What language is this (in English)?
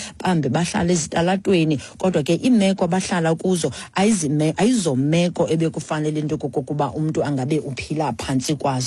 Xhosa